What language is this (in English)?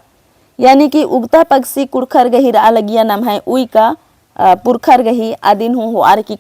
Kurukh